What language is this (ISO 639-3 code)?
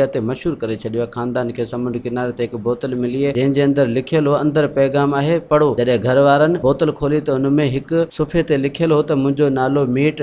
snd